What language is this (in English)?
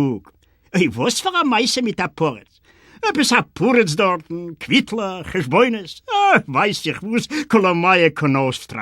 Yiddish